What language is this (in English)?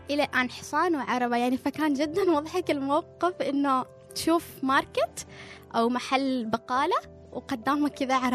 Gulf Arabic